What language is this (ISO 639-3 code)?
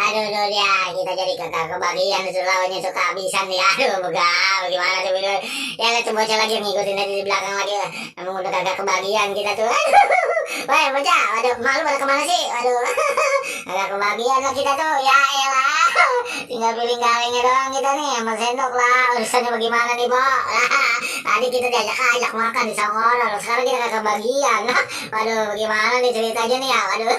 bew